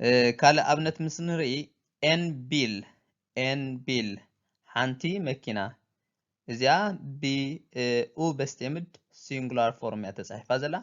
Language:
Tigrinya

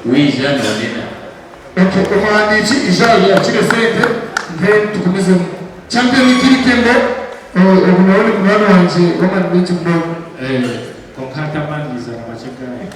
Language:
Nyankole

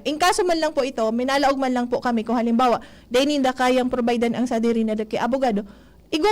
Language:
Bikol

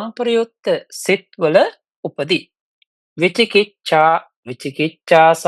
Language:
Sinhala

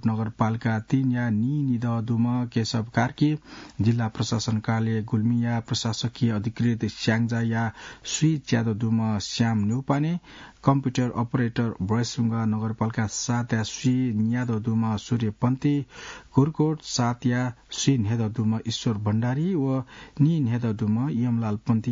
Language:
Newari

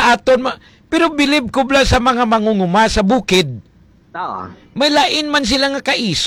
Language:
Hiligaynon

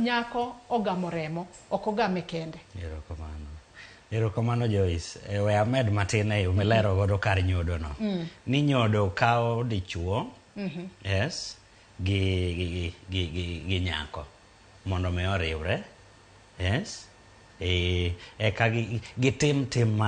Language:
Luo (Kenya and Tanzania)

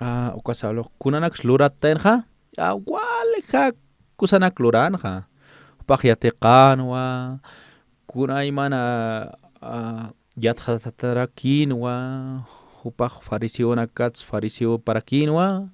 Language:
Aymara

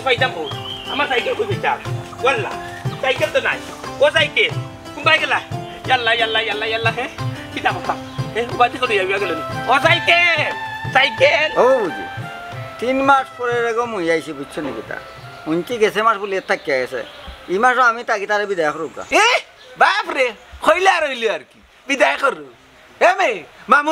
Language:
Sylheti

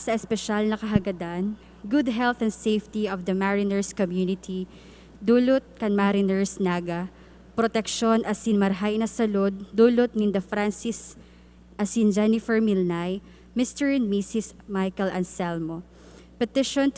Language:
Bikol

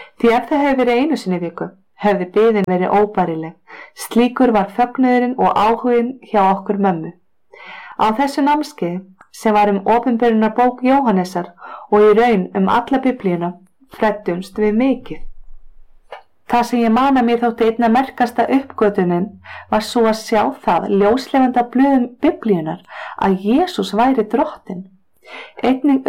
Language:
Icelandic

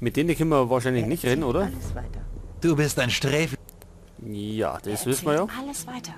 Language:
Bavarian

